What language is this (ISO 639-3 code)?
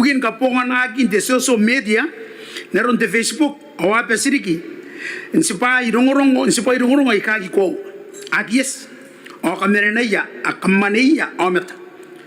gil